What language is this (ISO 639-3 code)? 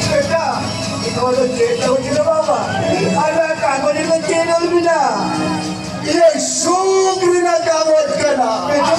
sat